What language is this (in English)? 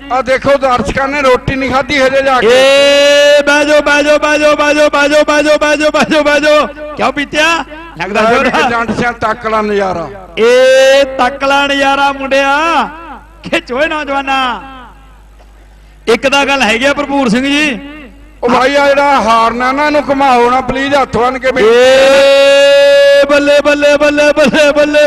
Punjabi